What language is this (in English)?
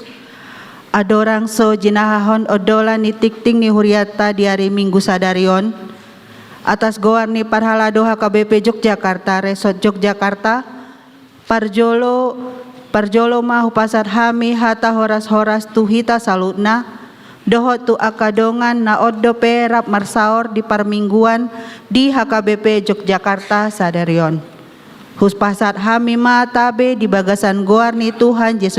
Batak Toba